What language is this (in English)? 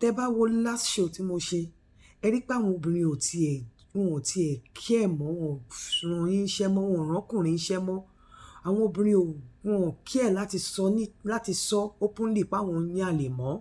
Yoruba